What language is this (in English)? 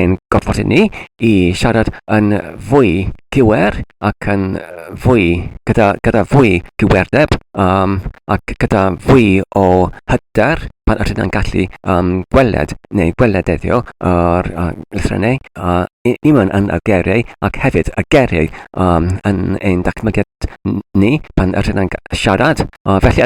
Welsh